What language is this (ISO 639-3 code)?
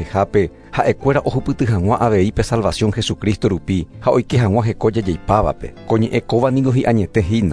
grn